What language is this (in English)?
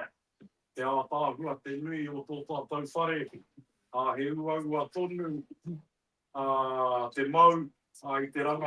Māori